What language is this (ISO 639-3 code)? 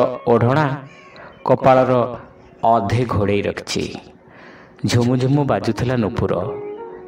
ori